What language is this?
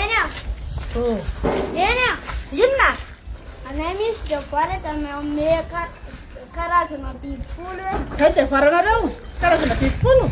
Malagasy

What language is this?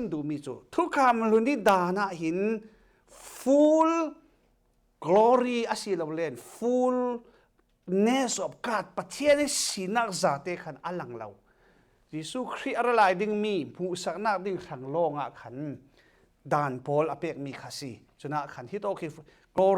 Falam Chin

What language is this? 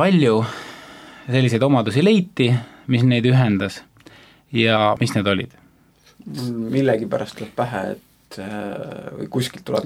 Estonian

